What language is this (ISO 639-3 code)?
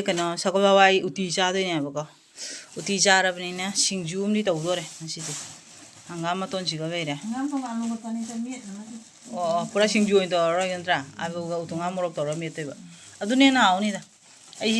mni